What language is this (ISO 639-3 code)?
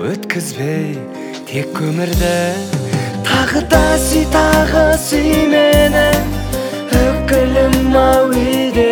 kaz